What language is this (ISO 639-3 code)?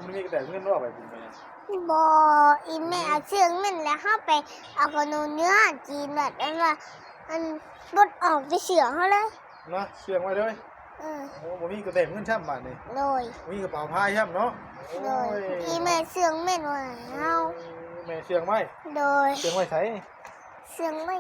tts